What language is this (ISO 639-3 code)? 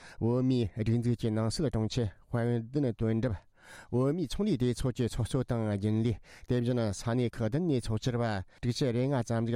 bod